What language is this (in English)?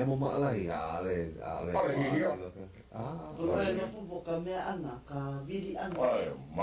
Hawaiian